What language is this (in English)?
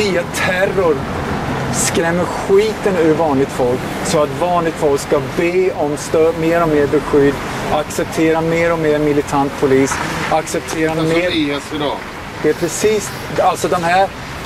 Swedish